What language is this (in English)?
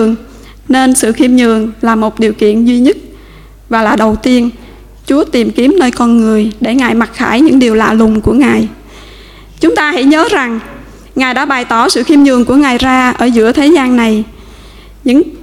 Vietnamese